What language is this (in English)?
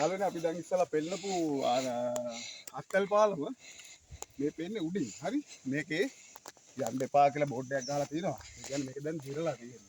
Sinhala